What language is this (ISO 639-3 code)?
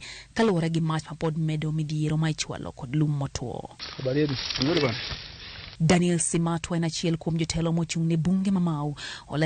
luo